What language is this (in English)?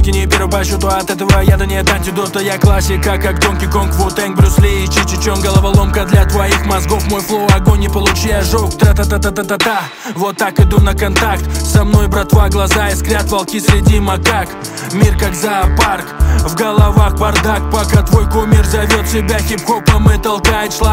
Russian